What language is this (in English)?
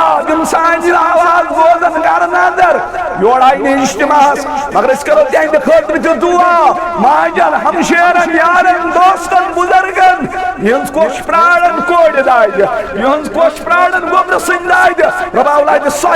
Kashmiri